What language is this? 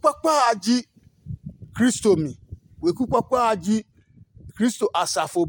Adangme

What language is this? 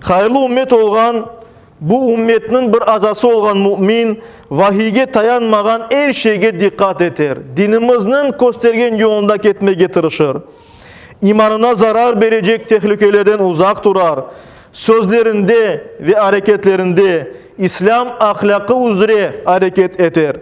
Crimean Tatar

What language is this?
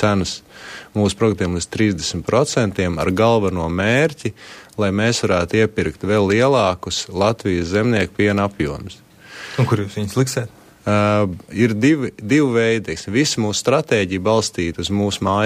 Latvian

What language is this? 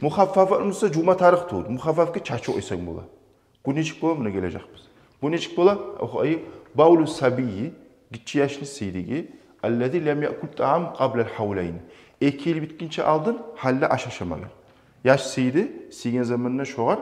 Kumyk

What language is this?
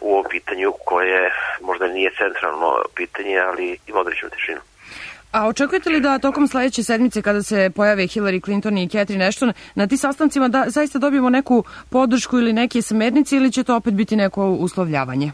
Serbian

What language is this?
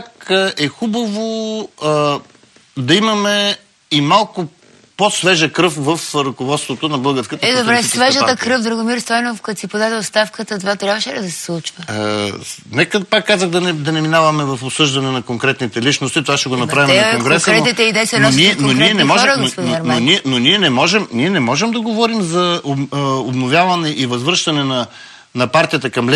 Bulgarian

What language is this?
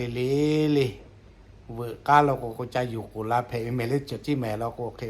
Lahu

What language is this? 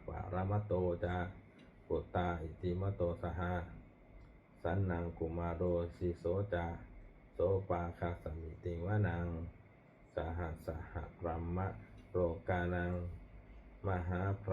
Pali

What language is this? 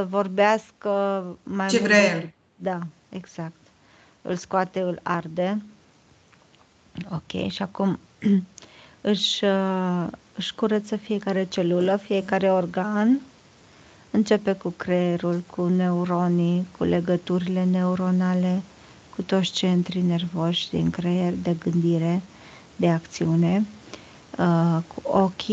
Romanian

